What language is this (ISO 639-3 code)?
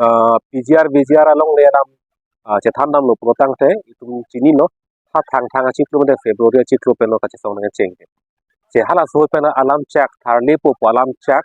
mjw